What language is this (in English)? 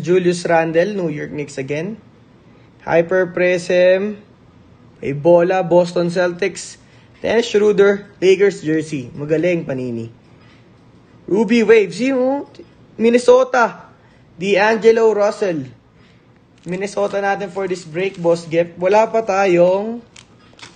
Filipino